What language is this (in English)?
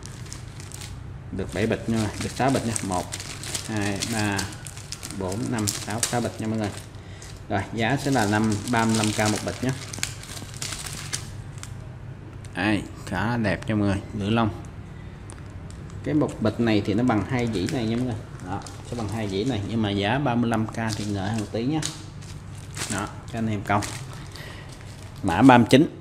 Vietnamese